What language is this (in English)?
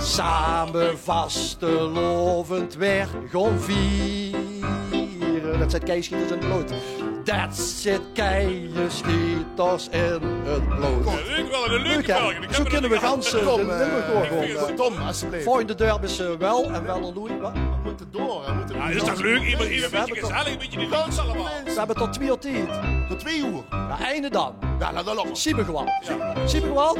Limburgish